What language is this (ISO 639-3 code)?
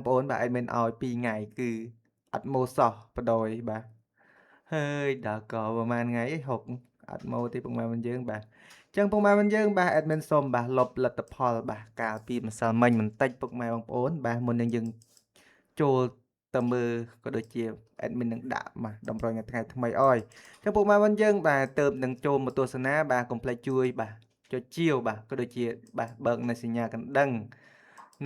khm